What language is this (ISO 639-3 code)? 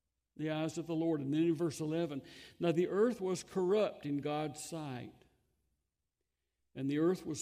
eng